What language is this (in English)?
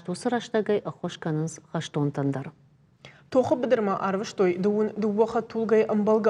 Ossetic